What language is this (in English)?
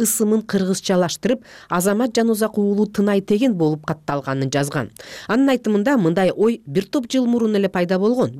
Kyrgyz